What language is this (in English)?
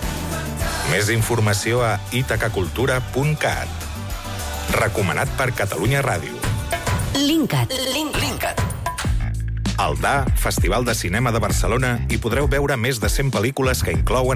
Catalan